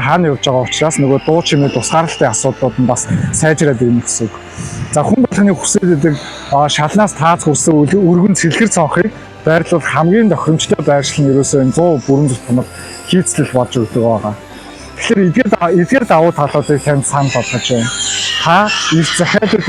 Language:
Mongolian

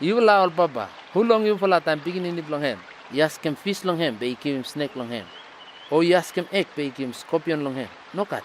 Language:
Bislama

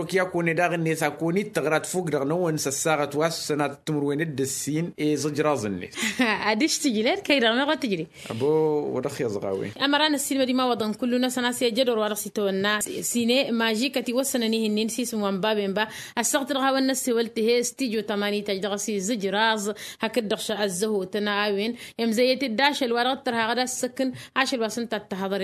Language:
Tamasheq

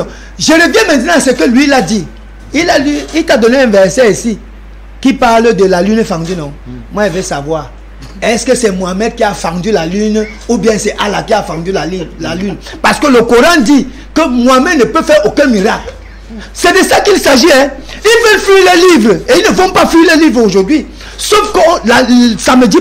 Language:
French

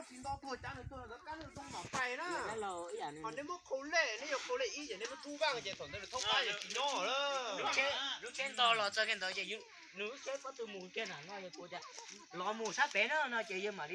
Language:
Hmong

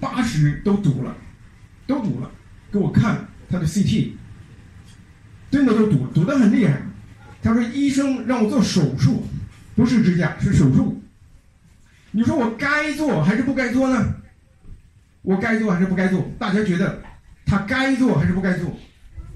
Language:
Chinese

